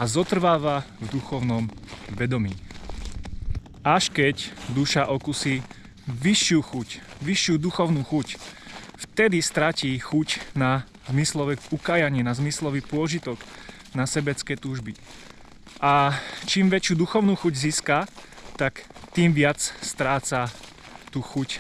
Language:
Slovak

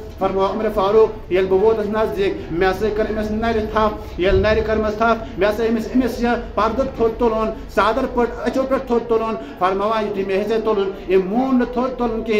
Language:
Kashmiri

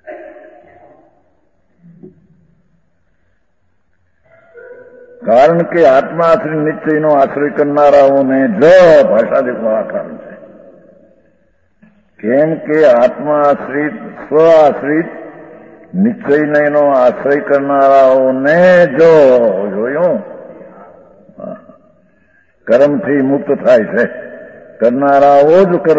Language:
Gujarati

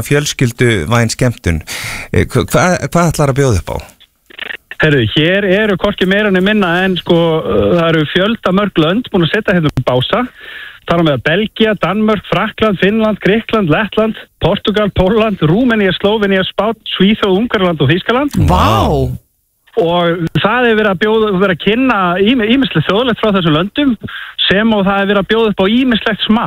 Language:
Icelandic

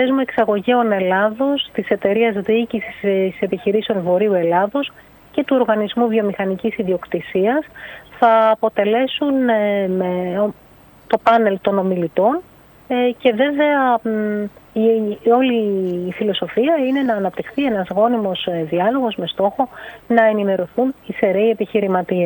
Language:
Greek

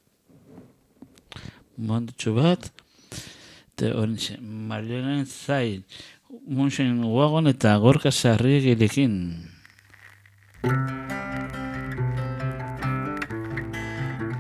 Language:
Basque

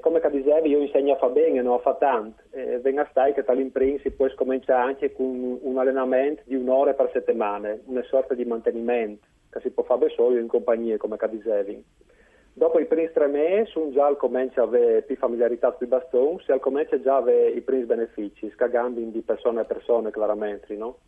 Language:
Friulian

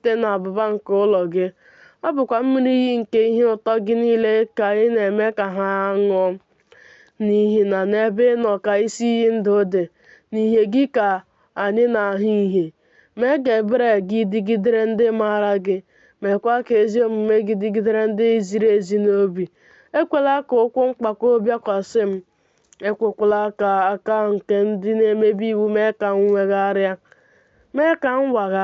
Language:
Igbo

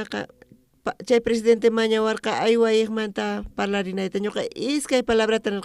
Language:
South Bolivian Quechua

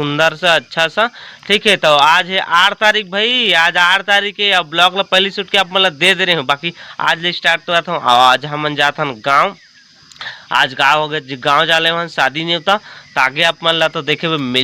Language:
Chhattisgarhi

